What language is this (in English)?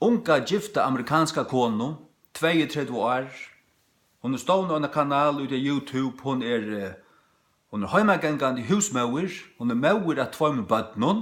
Faroese